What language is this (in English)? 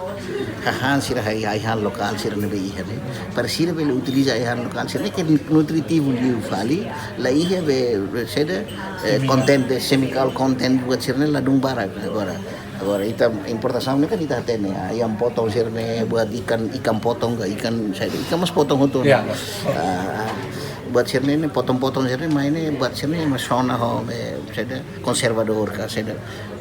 Tetum